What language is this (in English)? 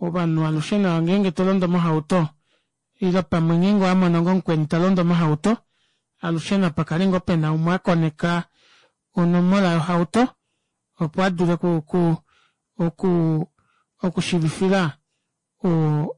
Kuanyama